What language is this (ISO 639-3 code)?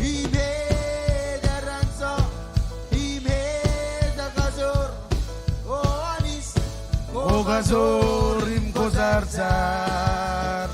mah